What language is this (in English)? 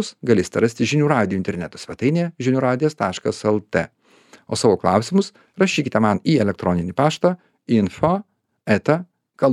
Lithuanian